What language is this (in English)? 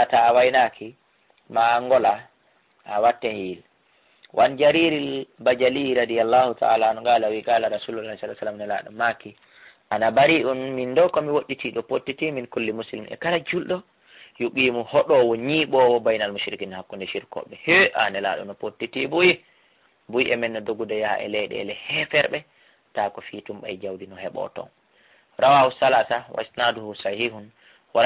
Fula